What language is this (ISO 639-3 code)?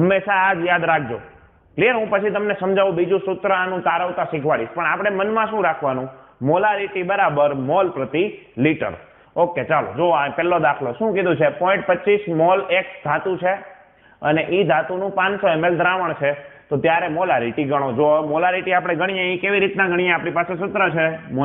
guj